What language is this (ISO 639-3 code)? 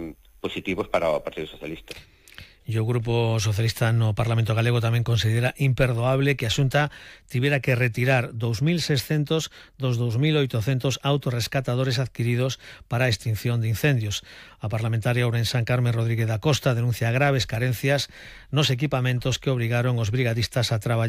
glg